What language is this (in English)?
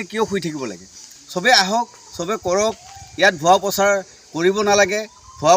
Assamese